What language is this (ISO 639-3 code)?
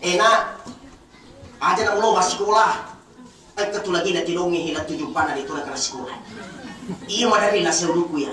bug